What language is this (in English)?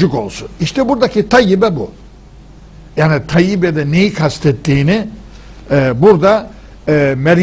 Turkish